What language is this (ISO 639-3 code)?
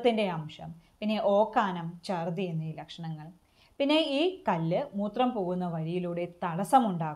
mal